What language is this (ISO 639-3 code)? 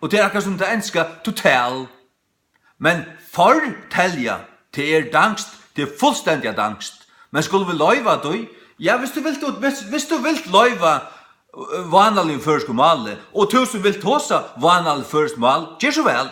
fao